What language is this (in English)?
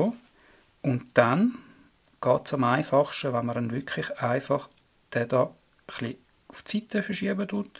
Swiss German